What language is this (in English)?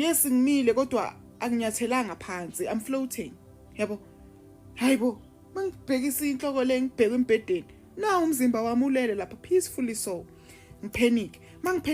Zulu